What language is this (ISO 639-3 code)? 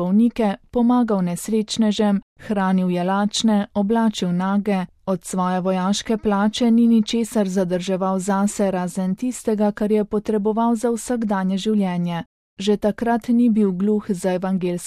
slv